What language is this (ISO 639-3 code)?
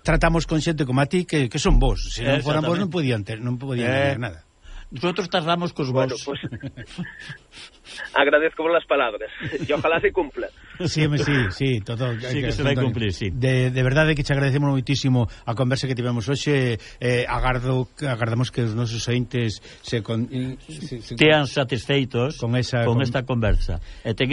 glg